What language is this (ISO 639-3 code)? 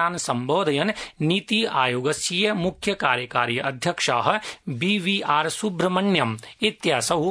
san